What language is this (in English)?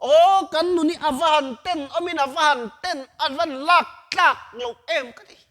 Mizo